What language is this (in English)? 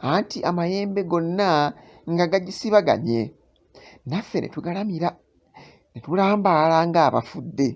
Ganda